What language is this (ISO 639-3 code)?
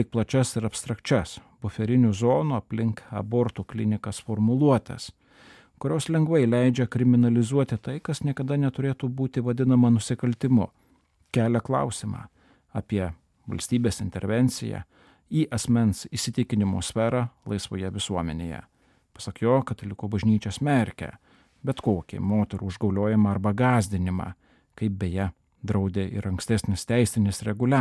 lit